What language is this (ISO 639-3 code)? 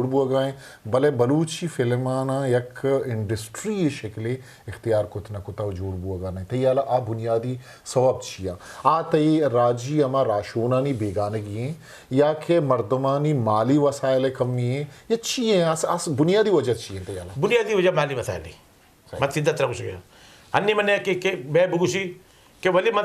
bgp